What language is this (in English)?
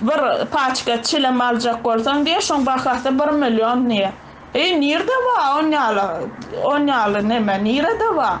Turkmen